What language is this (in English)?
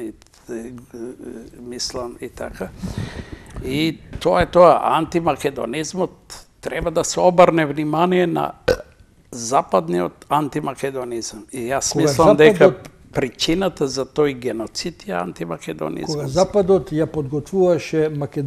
Macedonian